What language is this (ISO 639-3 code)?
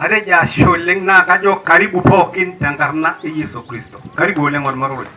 mas